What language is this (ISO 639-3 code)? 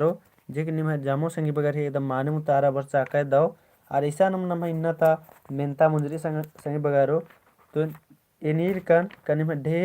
kru